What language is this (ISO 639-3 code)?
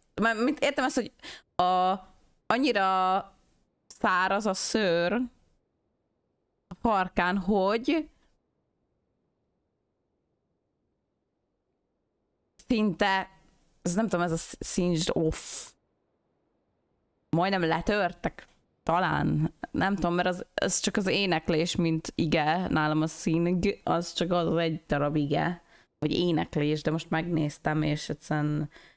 hun